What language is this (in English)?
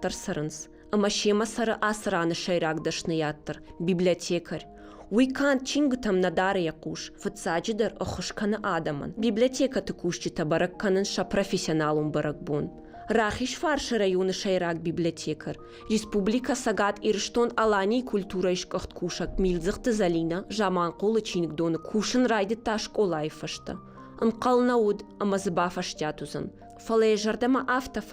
Ossetic